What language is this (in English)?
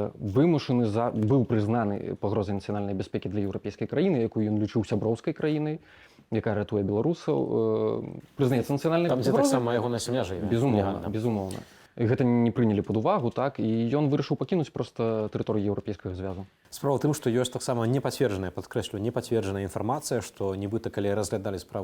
Belarusian